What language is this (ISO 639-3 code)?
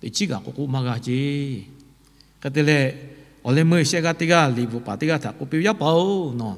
lhu